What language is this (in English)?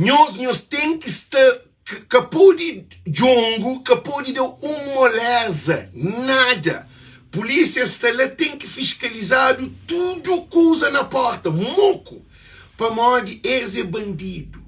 Kabuverdianu